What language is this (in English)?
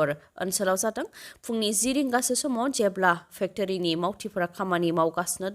Bodo